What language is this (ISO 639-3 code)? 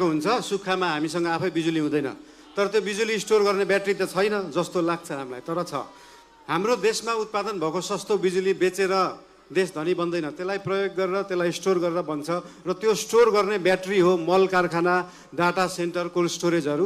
nep